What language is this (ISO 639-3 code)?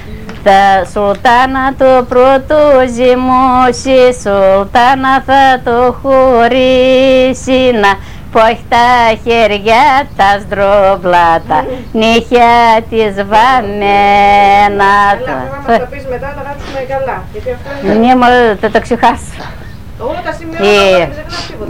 ell